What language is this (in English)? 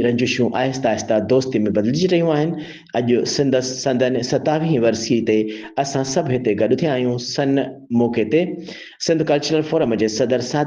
Sindhi